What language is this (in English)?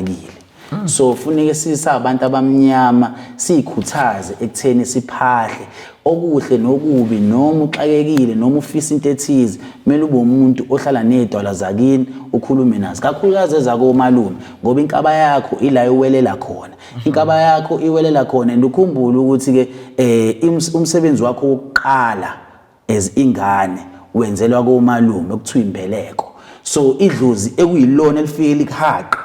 Zulu